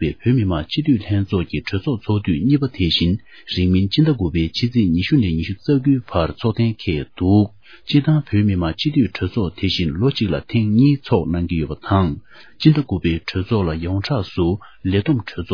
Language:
Tibetan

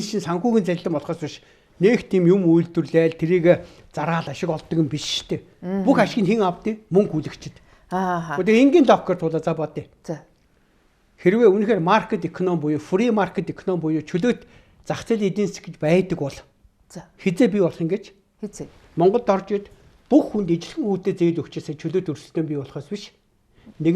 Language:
Mongolian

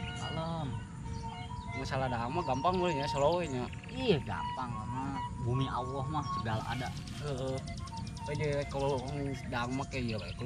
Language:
Sundanese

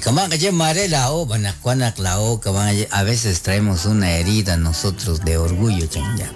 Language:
Kekchí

